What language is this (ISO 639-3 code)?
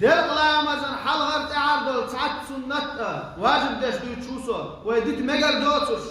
che